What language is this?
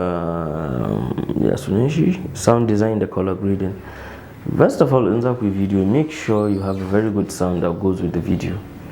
Hausa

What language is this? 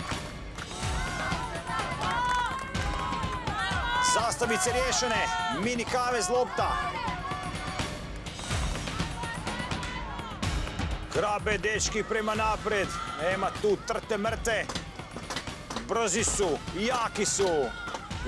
Croatian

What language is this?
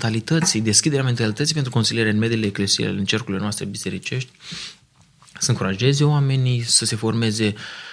Romanian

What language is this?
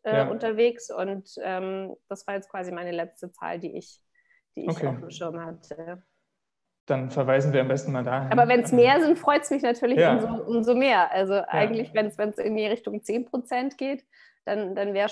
German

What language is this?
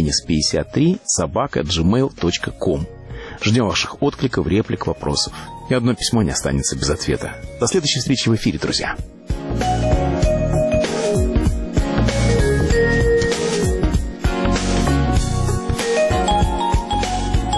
Russian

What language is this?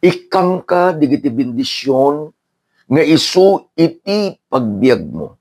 Iloko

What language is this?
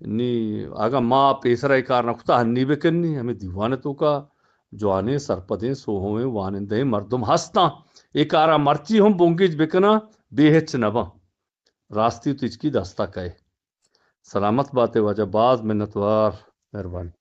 Eastern Balochi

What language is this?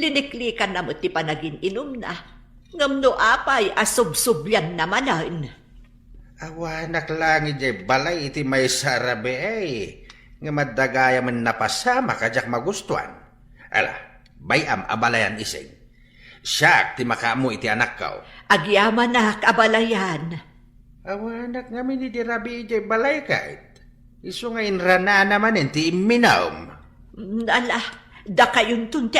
Iloko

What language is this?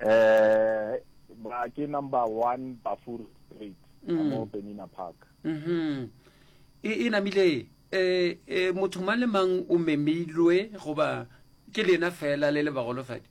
Northern Sotho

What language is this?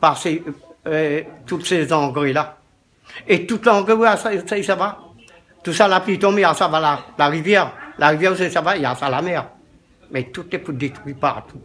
Réunion Creole French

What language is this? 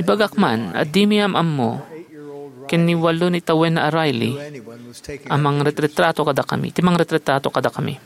Iloko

